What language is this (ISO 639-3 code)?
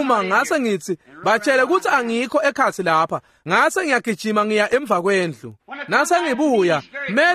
ssw